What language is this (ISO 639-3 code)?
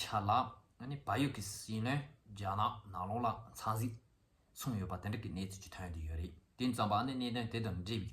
bod